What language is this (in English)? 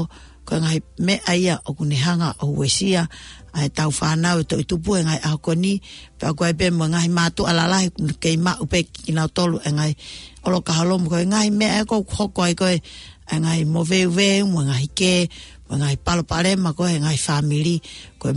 Tongan